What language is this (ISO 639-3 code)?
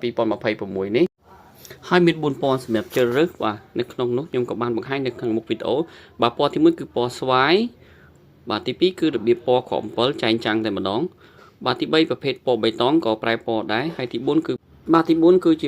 khm